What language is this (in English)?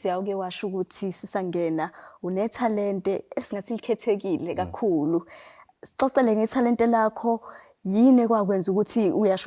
Zulu